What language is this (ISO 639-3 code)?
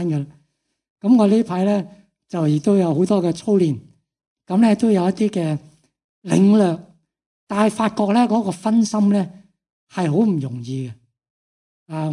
yue